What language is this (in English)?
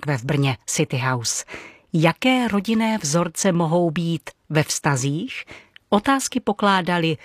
Czech